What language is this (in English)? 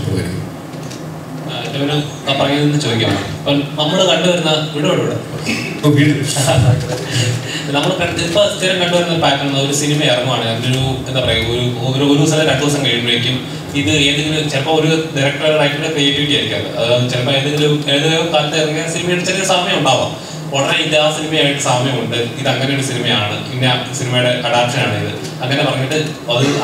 Malayalam